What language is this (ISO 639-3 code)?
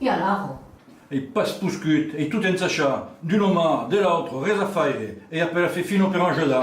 oci